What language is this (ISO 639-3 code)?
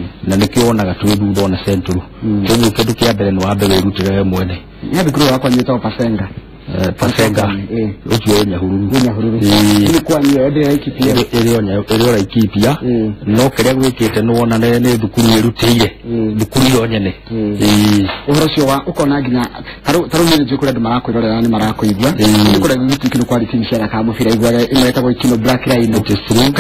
kik